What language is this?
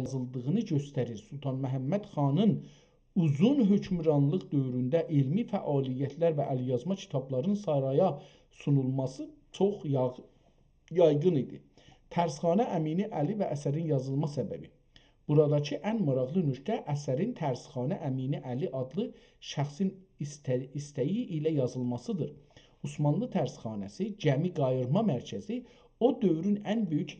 South Azerbaijani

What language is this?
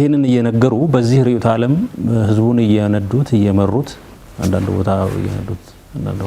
Amharic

